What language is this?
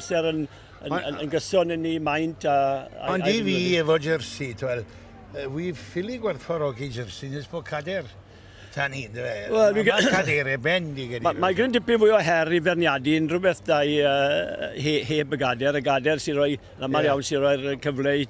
Welsh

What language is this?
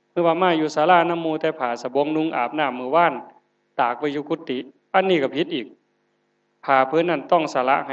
Northeastern Thai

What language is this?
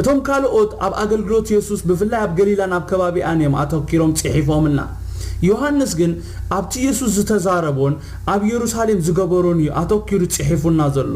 Tigrinya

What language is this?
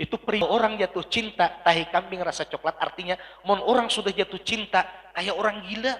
Banjar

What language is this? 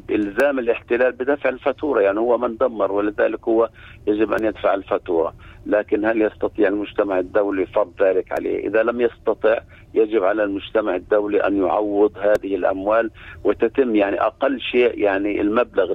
Arabic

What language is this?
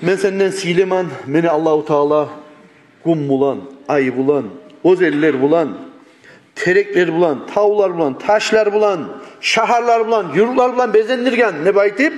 Kumyk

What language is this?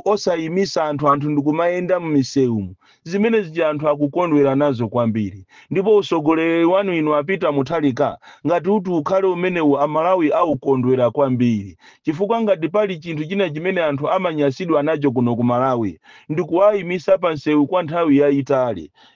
Nyanja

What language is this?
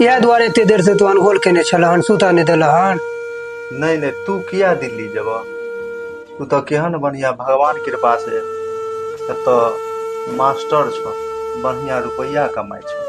Maithili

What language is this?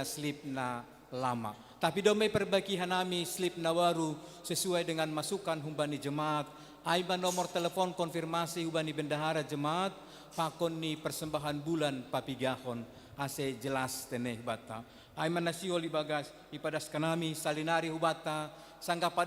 Batak Simalungun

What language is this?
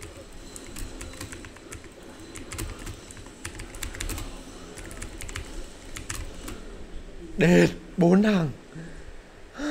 Vietnamese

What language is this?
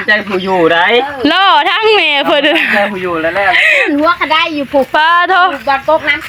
Northeastern Thai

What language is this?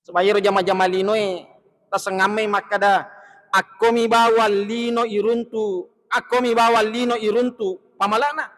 Buginese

